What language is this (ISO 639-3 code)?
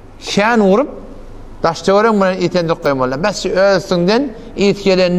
tuk